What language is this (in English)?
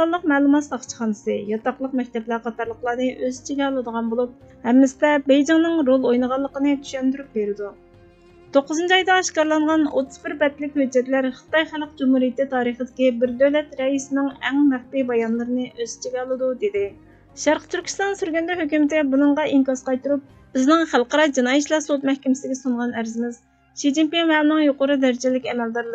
Uyghur